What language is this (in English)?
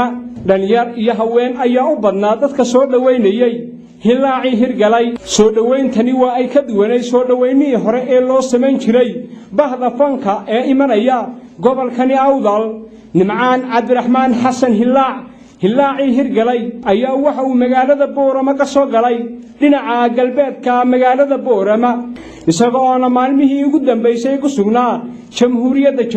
Somali